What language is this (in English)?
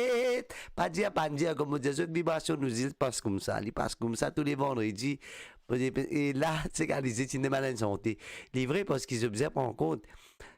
Morisyen